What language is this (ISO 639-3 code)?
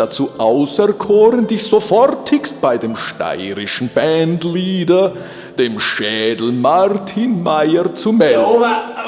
bar